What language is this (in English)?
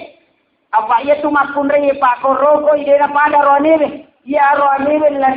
Buginese